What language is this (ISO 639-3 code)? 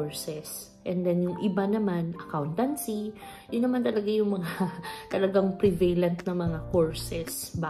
fil